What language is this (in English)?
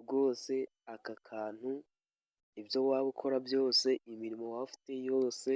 Kinyarwanda